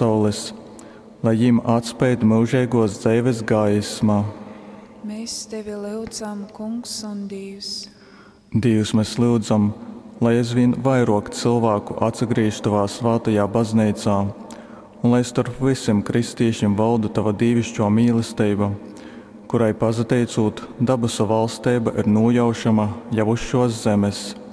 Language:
Latgalian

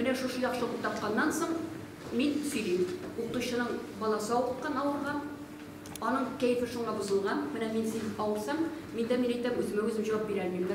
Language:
Tatar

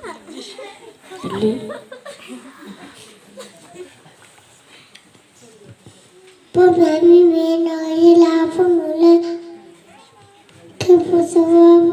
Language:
S'gaw Karen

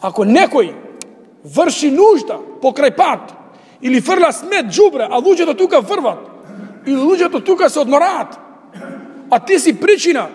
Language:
Macedonian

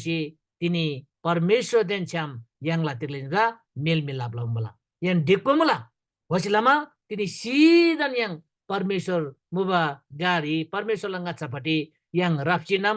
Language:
Eastern Tamang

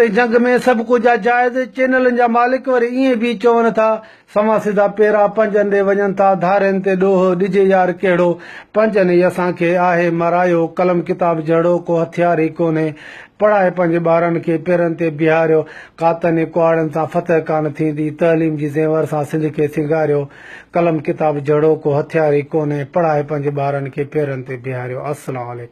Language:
Sindhi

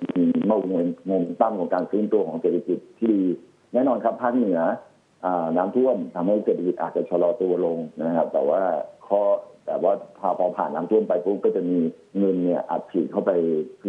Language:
Thai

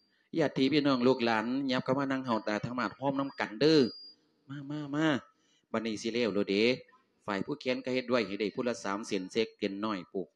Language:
Lao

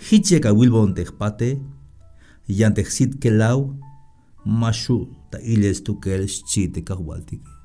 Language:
Tzeltal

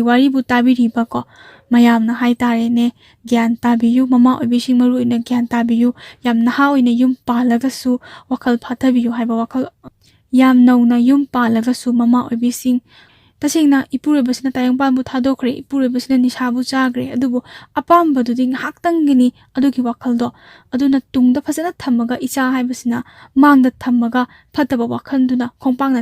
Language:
Manipuri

